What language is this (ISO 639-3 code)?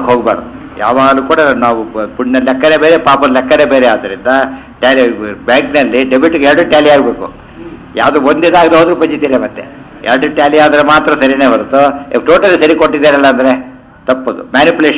kan